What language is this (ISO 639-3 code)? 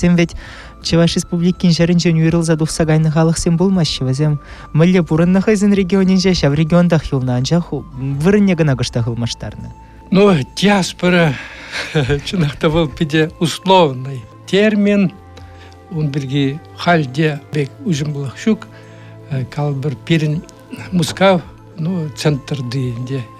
chv